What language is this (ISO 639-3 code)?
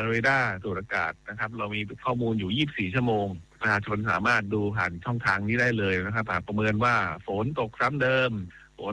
tha